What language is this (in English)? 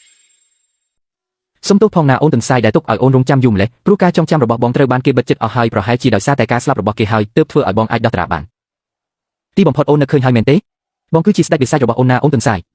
Khmer